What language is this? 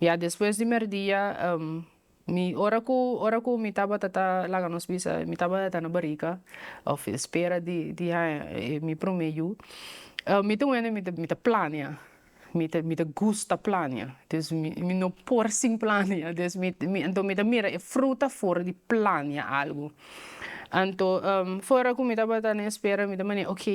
Papiamento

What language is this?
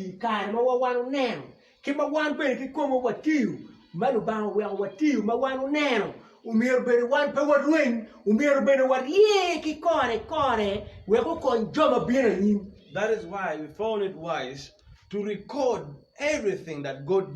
Acoli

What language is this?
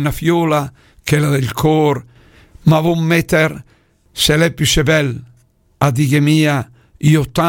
Lombard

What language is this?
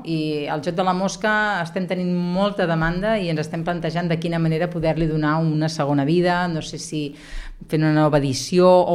Catalan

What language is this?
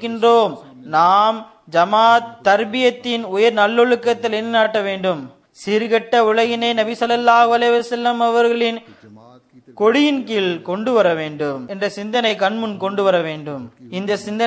Tamil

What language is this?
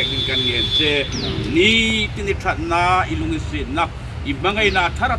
Hmar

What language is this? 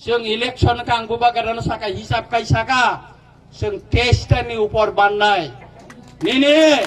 Kok Borok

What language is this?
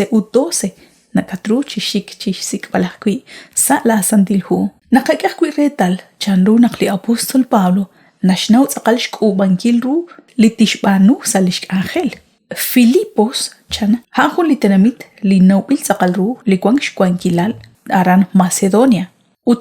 Kekchí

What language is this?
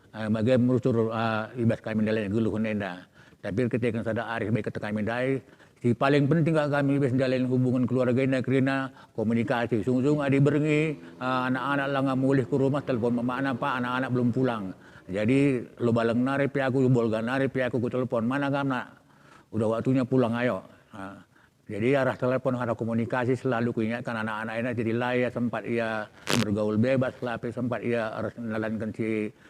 Batak Karo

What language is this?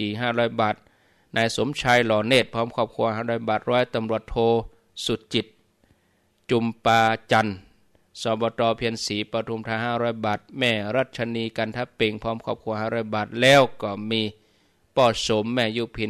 Thai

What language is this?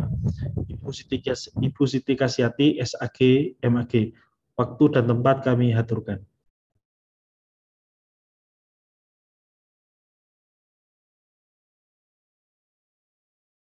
Indonesian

